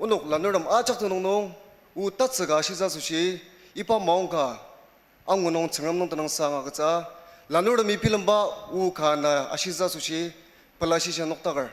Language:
Ao Naga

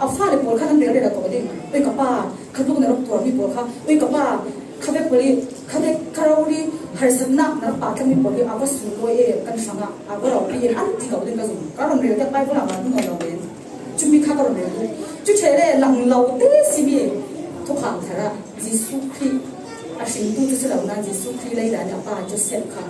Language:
Falam Chin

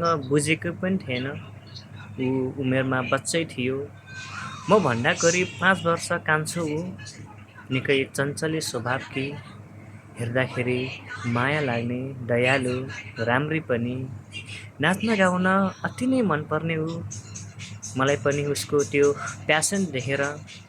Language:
Nepali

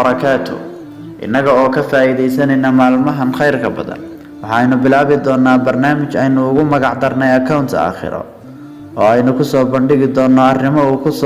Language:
Somali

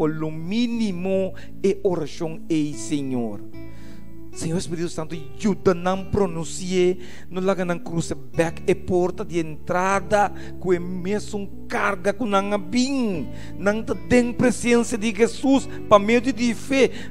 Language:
Papiamento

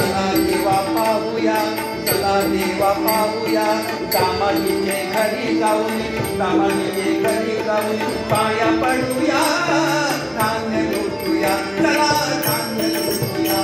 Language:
Marathi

